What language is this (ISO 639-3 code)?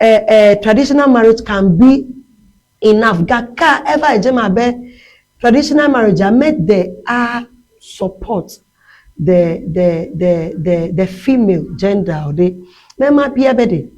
ewe